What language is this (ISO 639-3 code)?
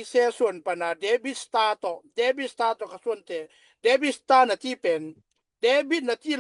ctd